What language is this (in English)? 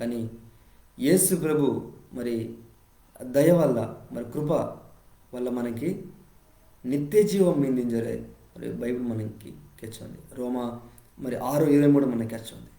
Koya